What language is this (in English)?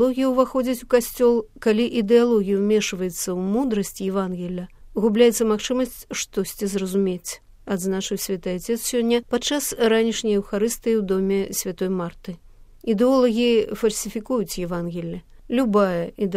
Belarusian